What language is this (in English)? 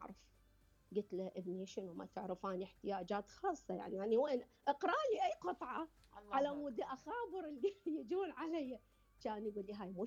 Mesopotamian Arabic